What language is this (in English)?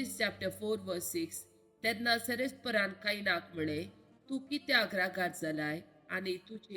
Konkani